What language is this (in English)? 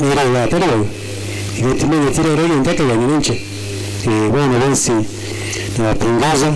Gusii